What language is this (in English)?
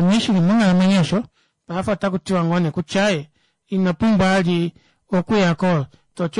Kuanyama